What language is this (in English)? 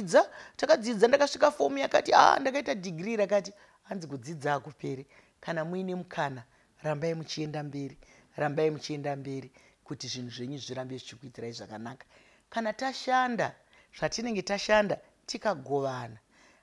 Shona